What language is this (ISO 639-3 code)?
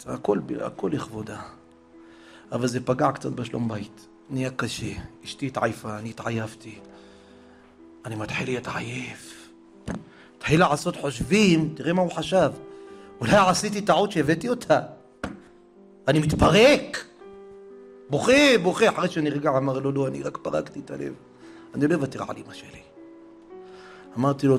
heb